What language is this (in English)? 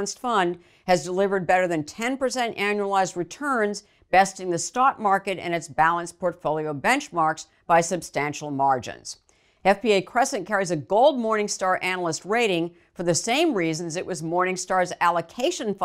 English